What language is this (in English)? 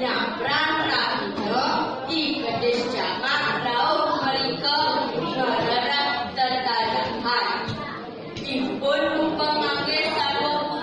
Balinese